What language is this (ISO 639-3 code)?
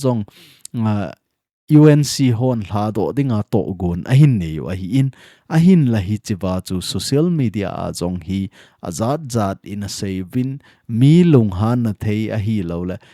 tcz